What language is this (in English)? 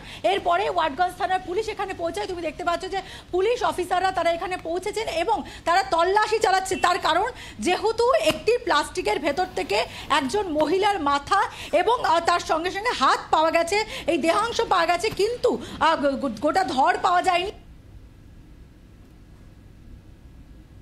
Bangla